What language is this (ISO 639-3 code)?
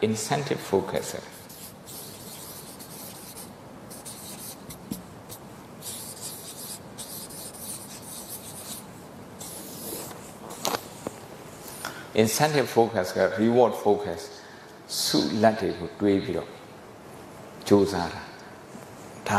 mya